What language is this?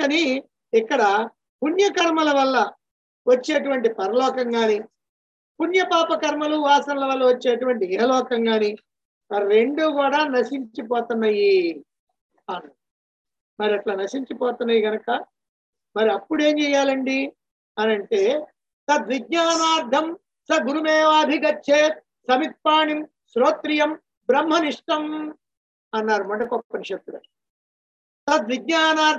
Telugu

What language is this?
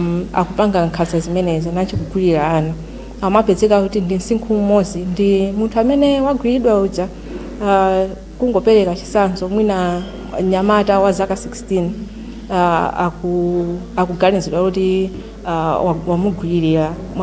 Nyanja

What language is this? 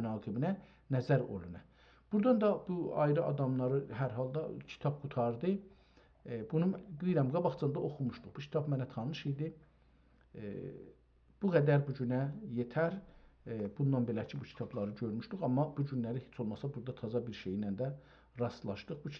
South Azerbaijani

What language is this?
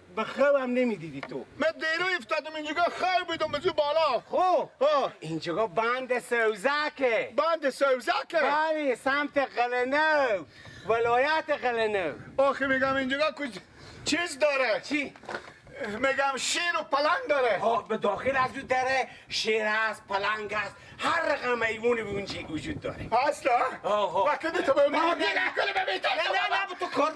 Persian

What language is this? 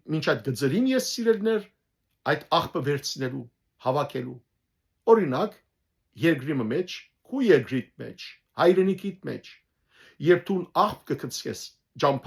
Western Armenian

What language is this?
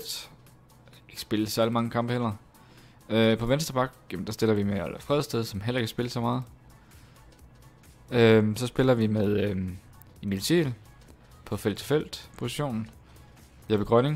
Danish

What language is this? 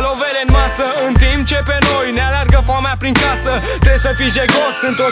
Romanian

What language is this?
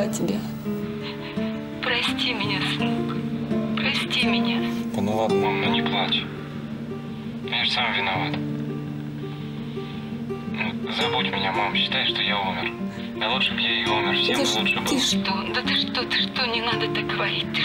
Russian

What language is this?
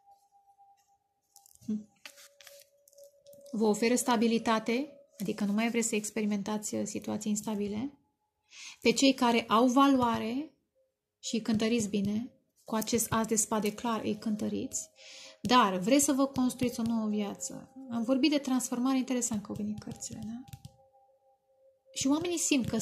Romanian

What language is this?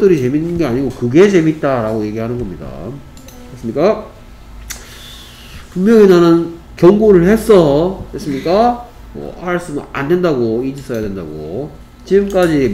Korean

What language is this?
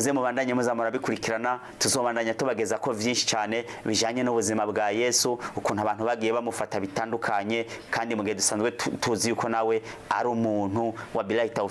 Rundi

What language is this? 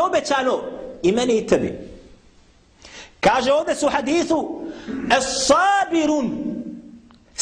Bosnian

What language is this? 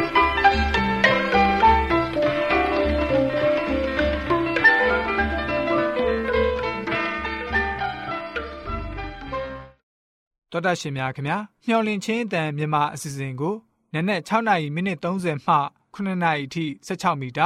Burmese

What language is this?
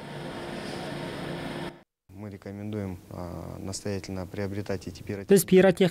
Kazakh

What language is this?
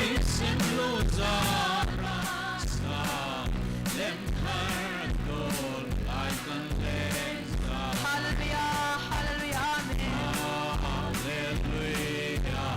Hmar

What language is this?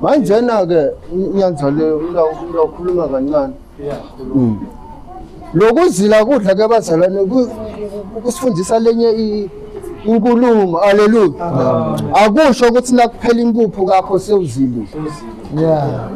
Zulu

